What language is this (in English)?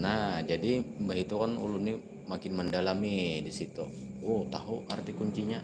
Banjar